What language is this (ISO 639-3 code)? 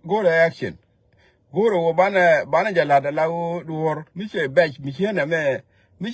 nus